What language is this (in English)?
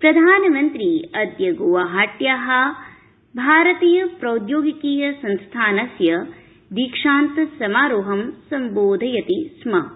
Sanskrit